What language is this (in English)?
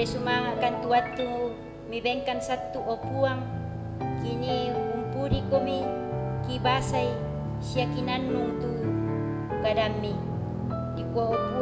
Toraja-Sa'dan